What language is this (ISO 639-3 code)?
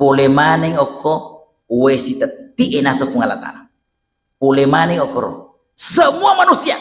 bug